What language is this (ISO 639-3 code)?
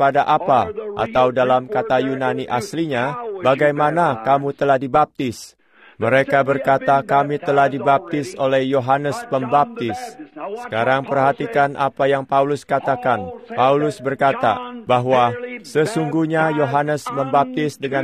ind